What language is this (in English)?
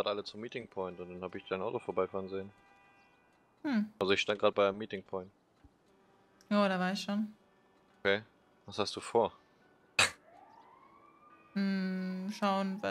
German